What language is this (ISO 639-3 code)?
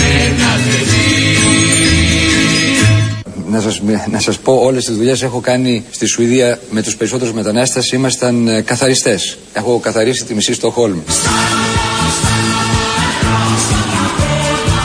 ell